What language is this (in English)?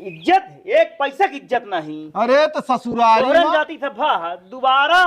Awadhi